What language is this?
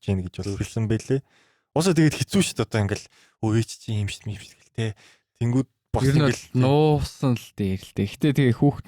Mongolian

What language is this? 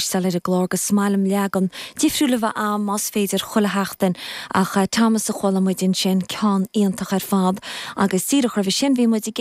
Irish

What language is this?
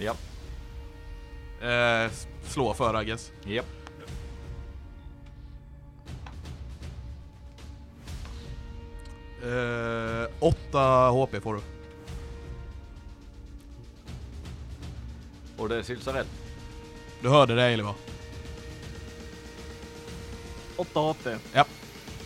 Swedish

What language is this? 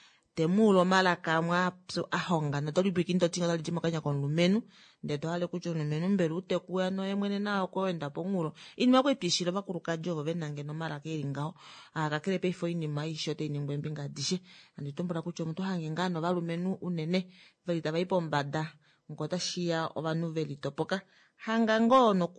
Kuanyama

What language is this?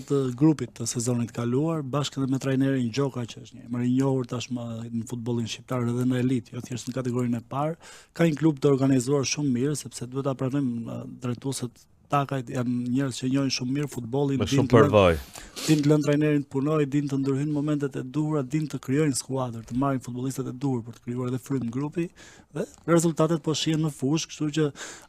Albanian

